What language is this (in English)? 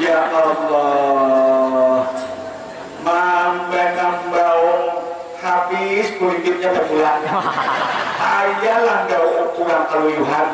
Banjar